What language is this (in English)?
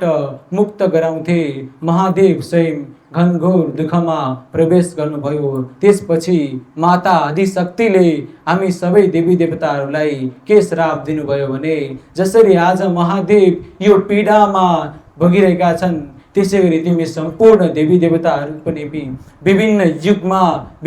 Nepali